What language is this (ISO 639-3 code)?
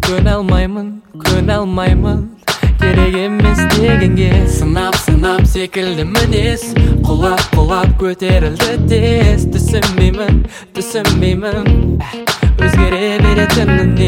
kaz